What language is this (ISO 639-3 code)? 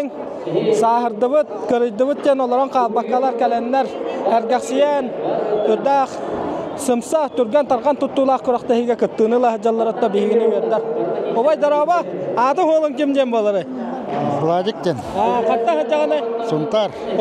sah